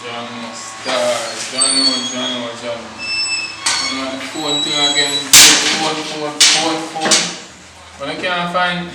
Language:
Jamaican Creole English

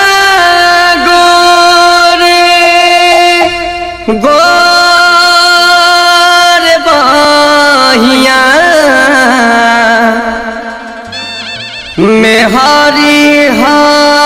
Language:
Bhojpuri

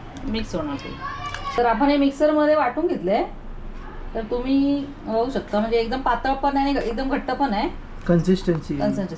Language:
Marathi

